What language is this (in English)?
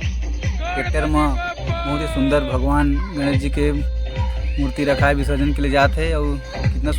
Chhattisgarhi